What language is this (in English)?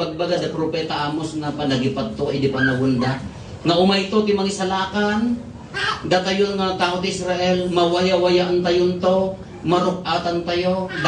Iloko